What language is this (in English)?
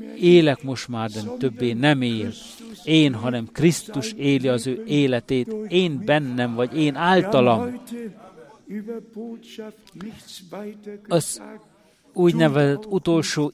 Hungarian